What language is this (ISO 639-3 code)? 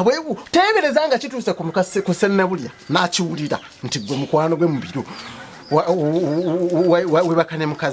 lug